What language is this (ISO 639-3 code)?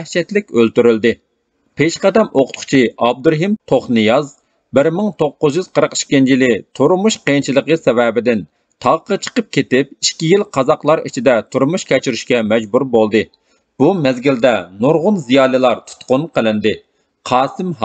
uig